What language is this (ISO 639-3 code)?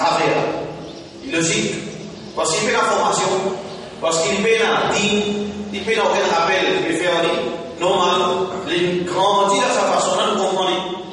mfe